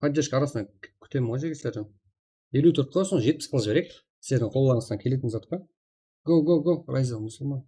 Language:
Kara-Kalpak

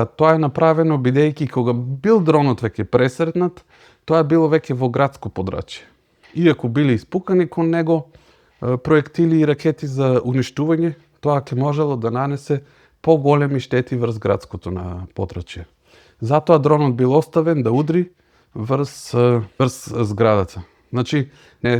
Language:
Macedonian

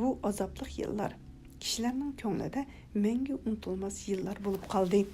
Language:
Uyghur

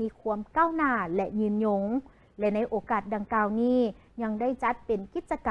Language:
Lao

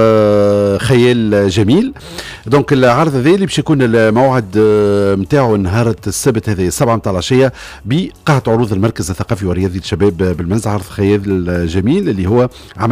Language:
Tunisian Arabic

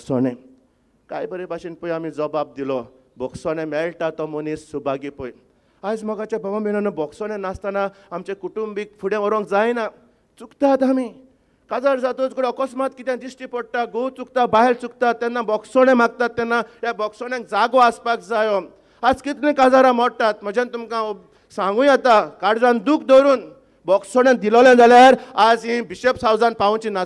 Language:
Konkani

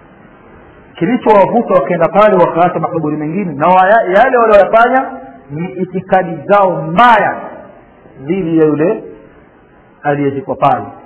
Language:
Swahili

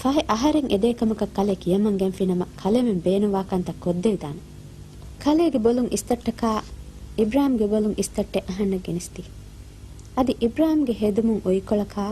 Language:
Divehi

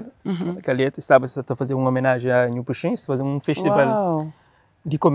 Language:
Kabuverdianu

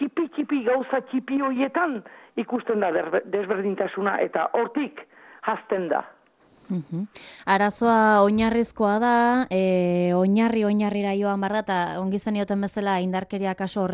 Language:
Basque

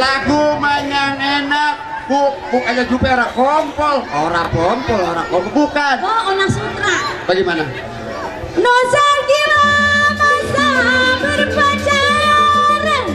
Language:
Betawi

